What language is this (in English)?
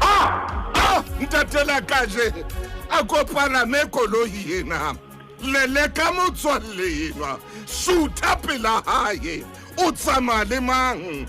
Southern Sotho